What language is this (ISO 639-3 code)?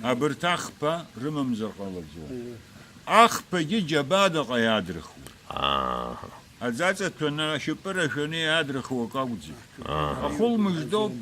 abk